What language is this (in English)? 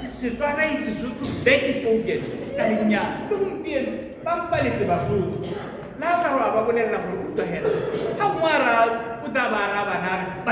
Tswana